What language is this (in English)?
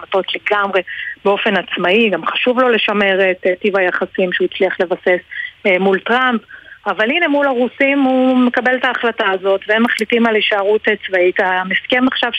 Hebrew